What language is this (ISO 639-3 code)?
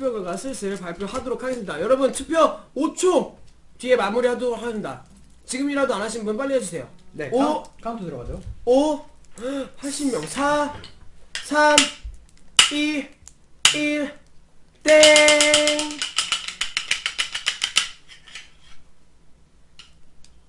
kor